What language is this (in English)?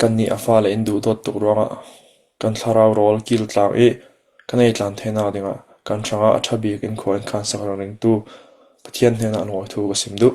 Falam Chin